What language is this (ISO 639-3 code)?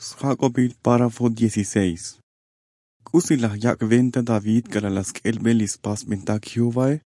tzo